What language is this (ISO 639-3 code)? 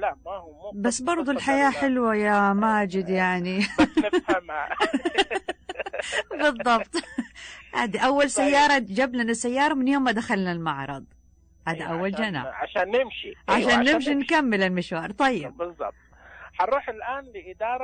ars